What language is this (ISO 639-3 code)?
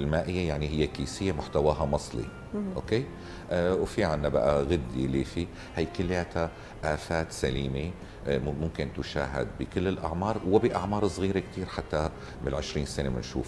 apc